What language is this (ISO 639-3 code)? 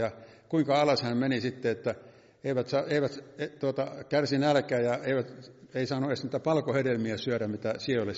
fin